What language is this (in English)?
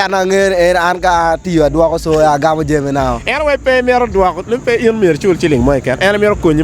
Acoli